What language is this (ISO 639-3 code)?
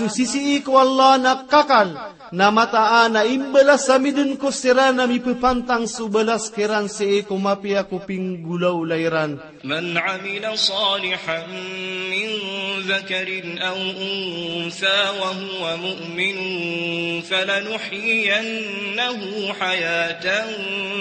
mrw